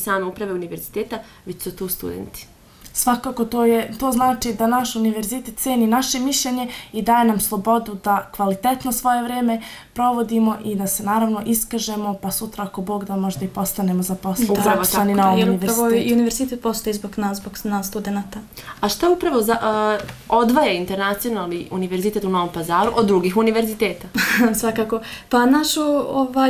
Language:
Bosnian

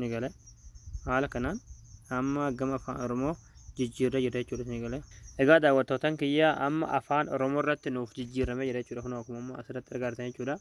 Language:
Oromo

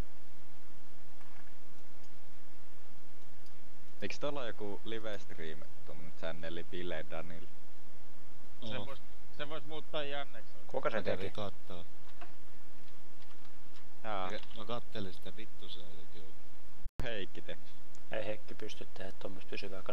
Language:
Finnish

